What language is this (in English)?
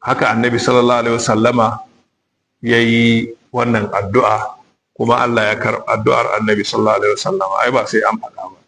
Hausa